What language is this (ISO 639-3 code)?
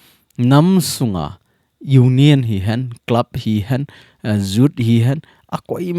tcz